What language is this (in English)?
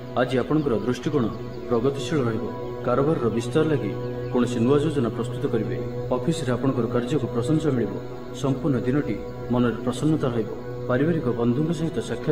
Odia